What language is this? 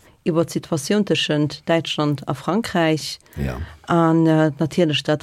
Luxembourgish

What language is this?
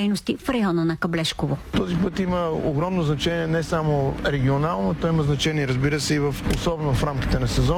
Bulgarian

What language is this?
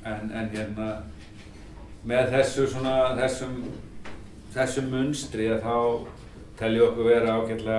Icelandic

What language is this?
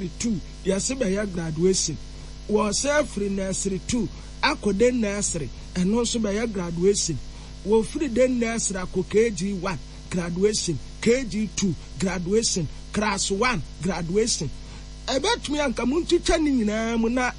Akan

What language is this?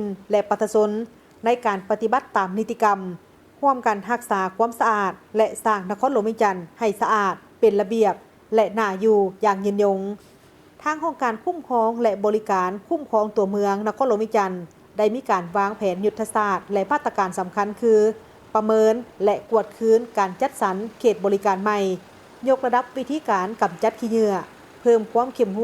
Lao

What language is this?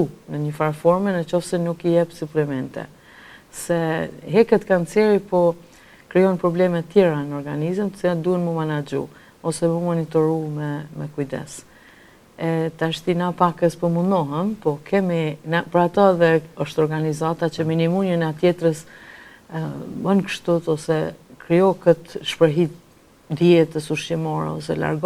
Albanian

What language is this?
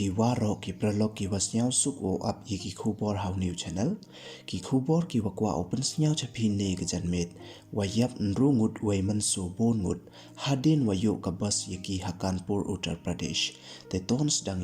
Pnar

